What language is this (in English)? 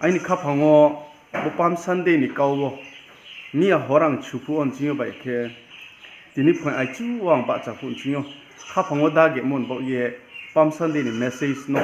Riang (India)